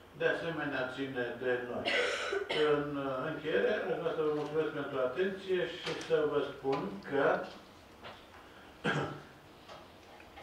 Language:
Romanian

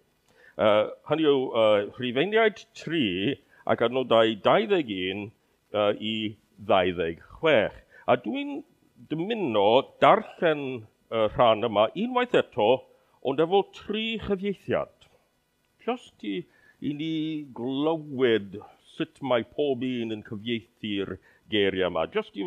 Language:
Welsh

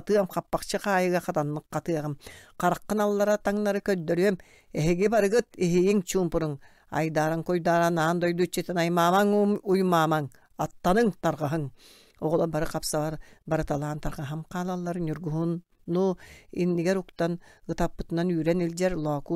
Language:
Yakut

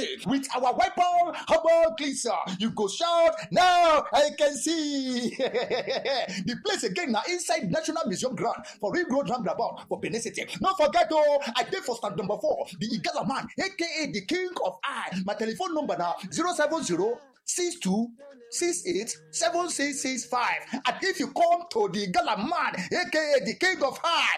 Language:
Nigerian Pidgin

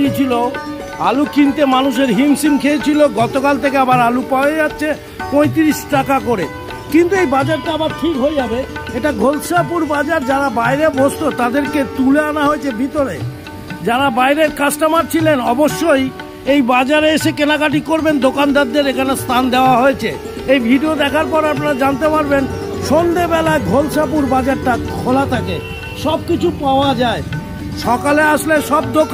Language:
Bangla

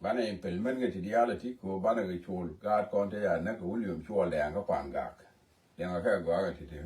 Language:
Nuer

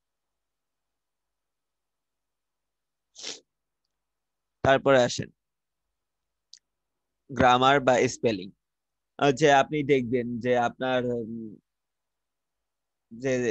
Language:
Bangla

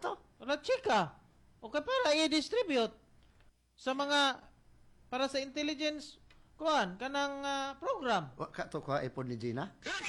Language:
Cebuano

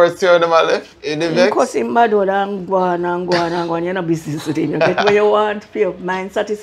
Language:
Jamaican Creole English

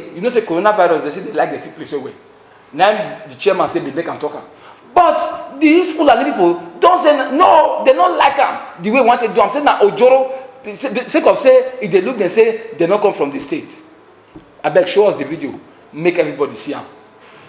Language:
Nigerian Pidgin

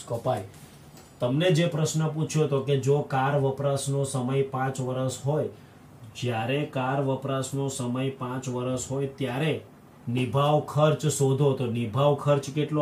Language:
Gujarati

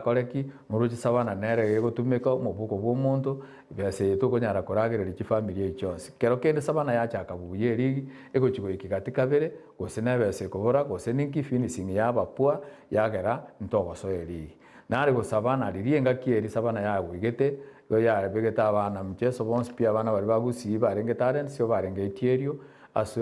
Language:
Gusii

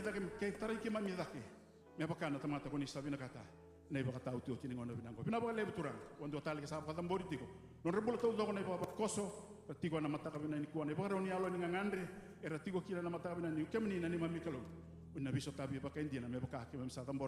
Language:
Fijian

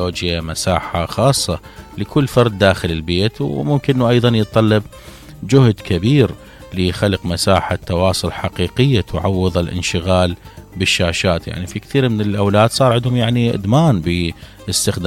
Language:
Mesopotamian Arabic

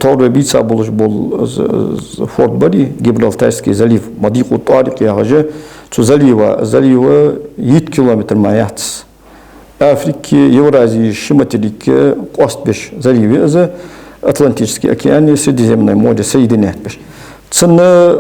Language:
Ingush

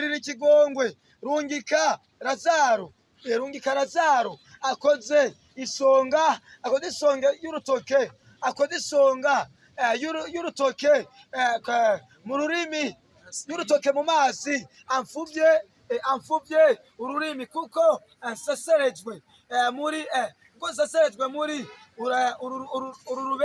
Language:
Rundi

